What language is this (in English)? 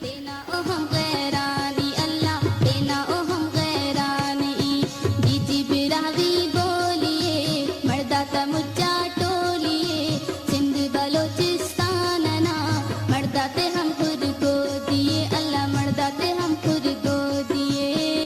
Brahui